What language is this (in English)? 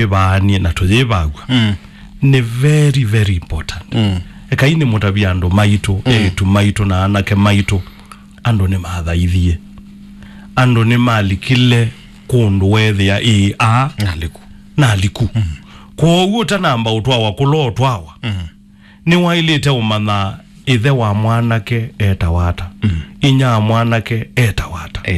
Kamba